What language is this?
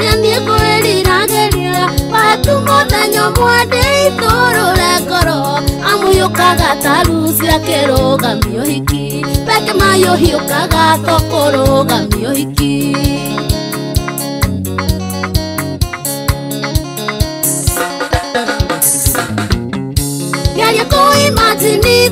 Kikuyu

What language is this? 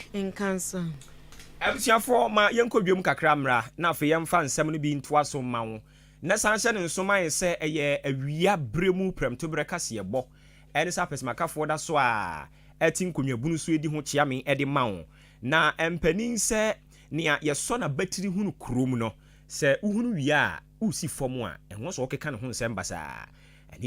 Akan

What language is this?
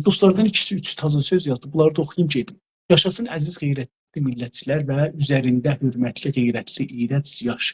South Azerbaijani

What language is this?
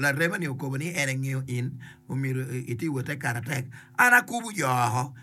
Acoli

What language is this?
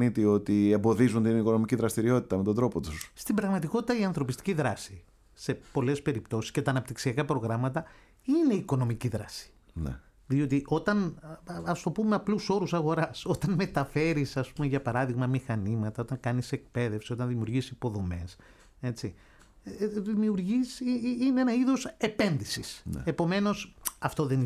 Greek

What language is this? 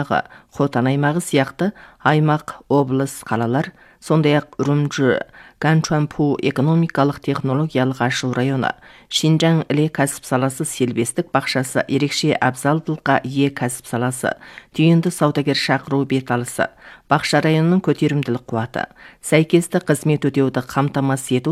Kazakh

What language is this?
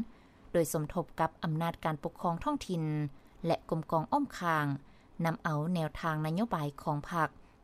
Lao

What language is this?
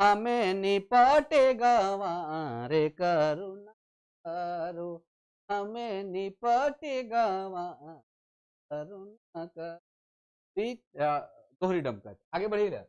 Sadri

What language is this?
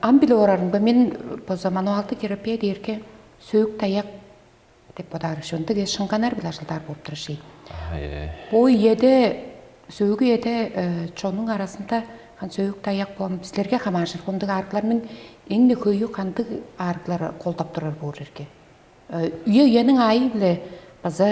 Tuvinian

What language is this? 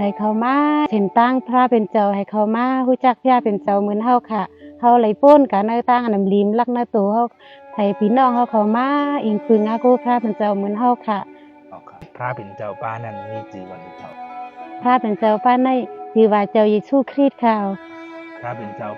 Shan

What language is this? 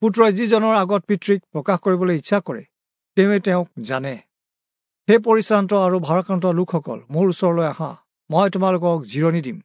Assamese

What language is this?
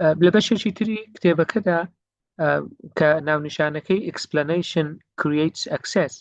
Central Kurdish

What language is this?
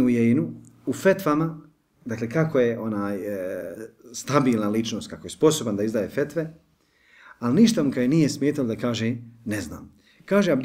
Bosnian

